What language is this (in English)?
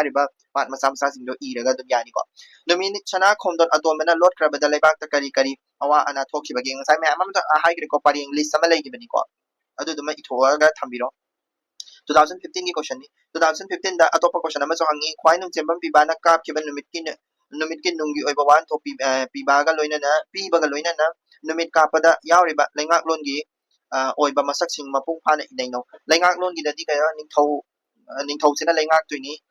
Manipuri